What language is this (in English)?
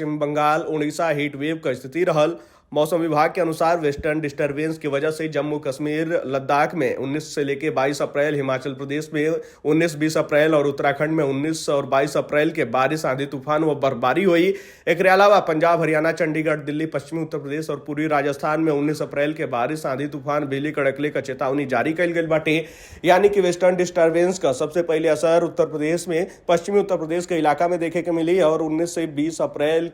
Bhojpuri